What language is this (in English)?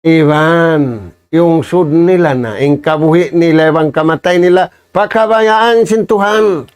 Tausug